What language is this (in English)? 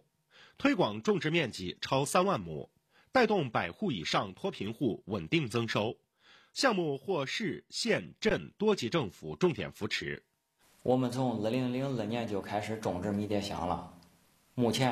Chinese